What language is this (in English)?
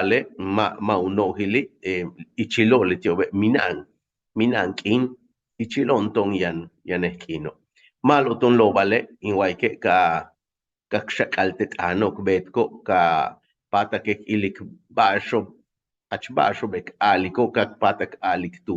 Yucateco